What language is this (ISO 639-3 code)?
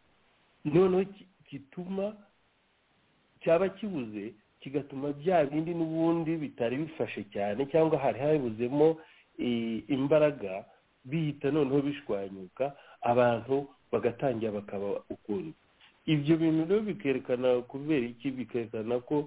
kin